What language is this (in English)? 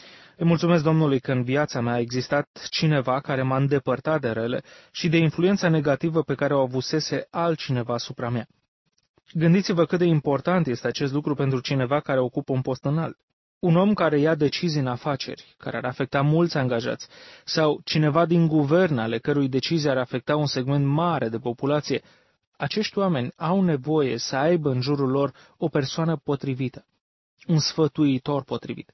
Romanian